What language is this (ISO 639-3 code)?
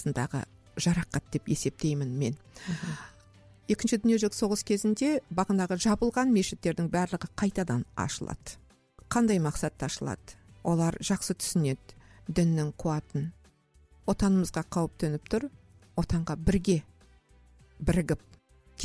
kaz